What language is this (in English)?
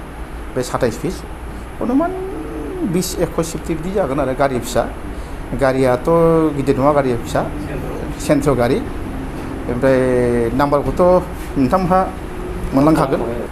Bodo